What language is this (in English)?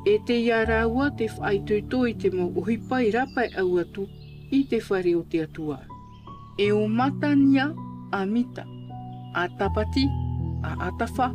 Tahitian